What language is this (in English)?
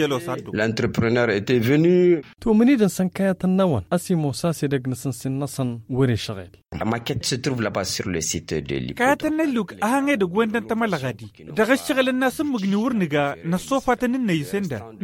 Tamasheq